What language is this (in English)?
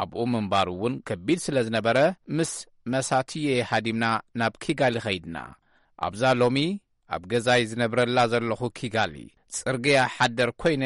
Tigrinya